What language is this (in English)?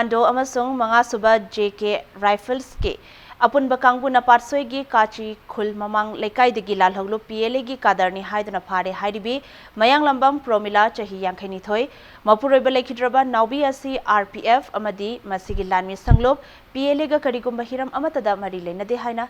Manipuri